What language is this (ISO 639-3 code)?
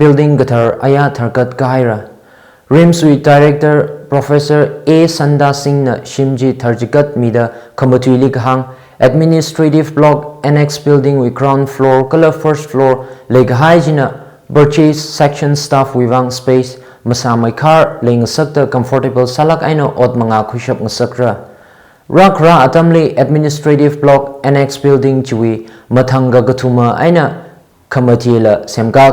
nmf